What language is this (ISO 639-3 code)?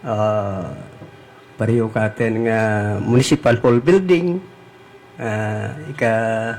hil